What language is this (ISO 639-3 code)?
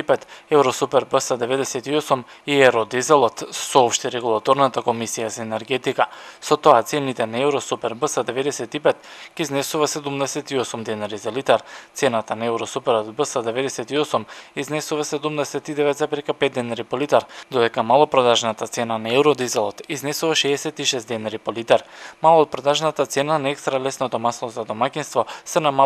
mkd